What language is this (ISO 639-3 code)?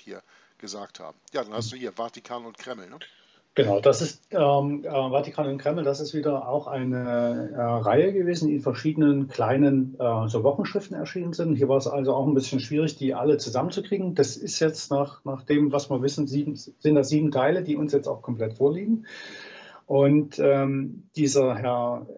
deu